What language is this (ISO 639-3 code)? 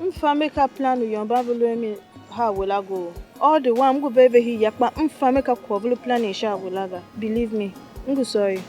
tiv